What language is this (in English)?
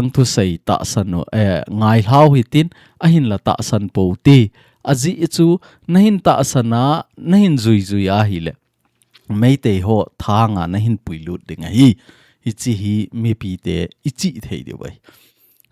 Thado Chin